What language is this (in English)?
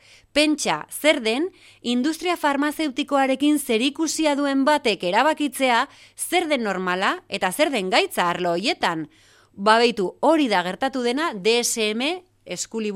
Basque